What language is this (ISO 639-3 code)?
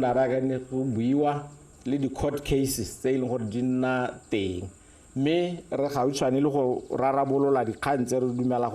tsn